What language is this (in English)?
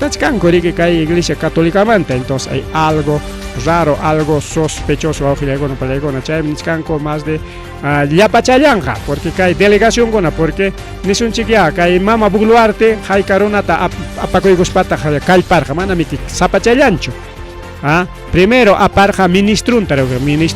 Ayacucho Quechua